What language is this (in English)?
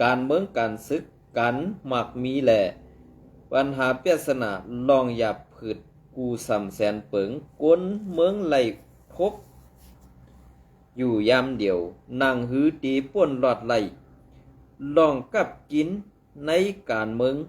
Shan